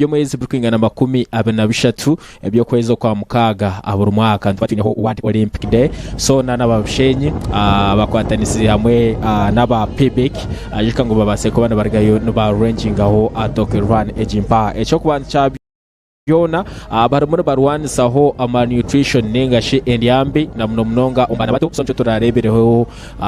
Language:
Nyankole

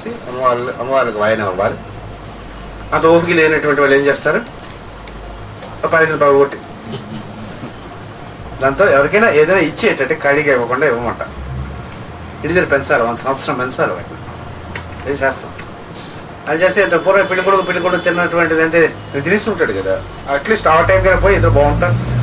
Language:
Telugu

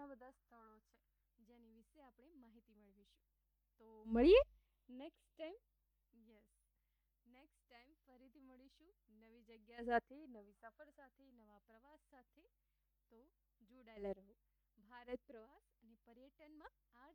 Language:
Gujarati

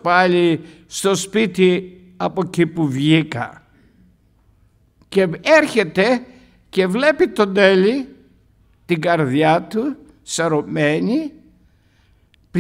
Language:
Greek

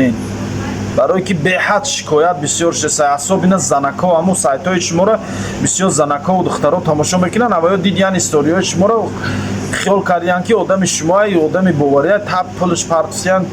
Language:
Tajik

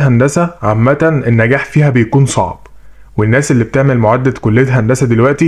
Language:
Egyptian Arabic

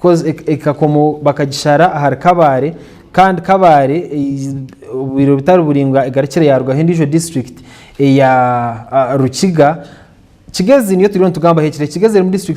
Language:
Nyankole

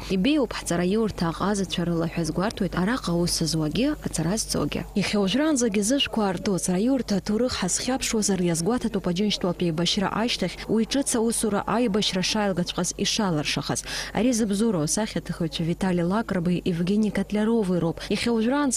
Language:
Abkhazian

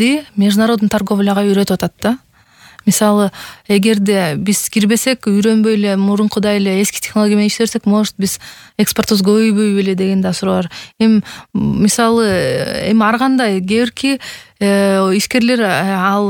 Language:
Kyrgyz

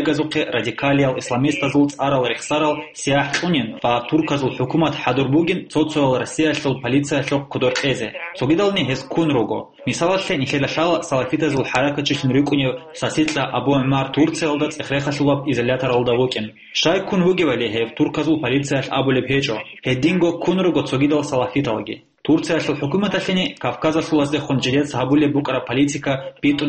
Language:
Avaric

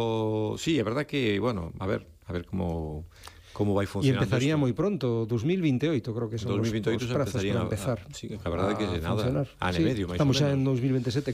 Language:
Galician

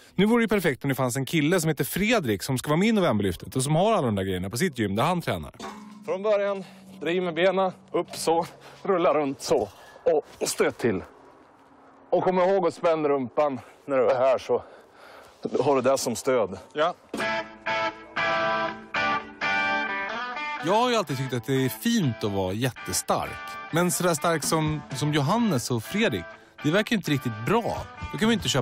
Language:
Swedish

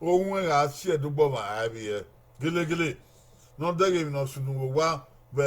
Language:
Bini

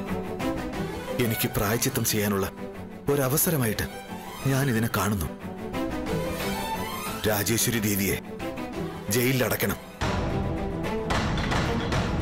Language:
Malayalam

